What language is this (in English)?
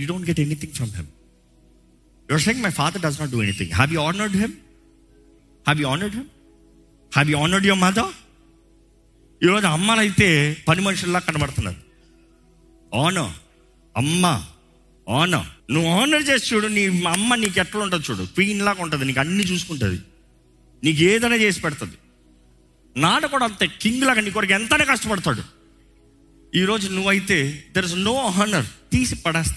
Telugu